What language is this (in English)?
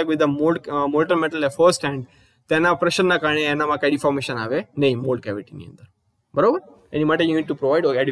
Gujarati